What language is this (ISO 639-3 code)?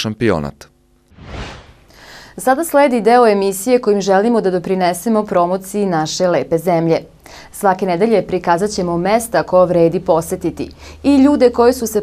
srp